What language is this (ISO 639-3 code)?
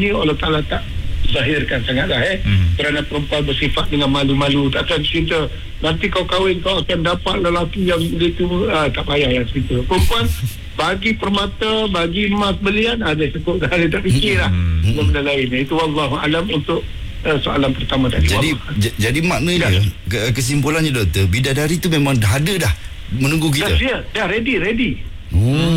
msa